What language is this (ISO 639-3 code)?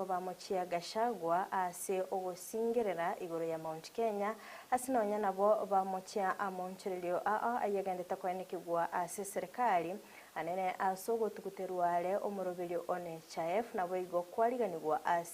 guz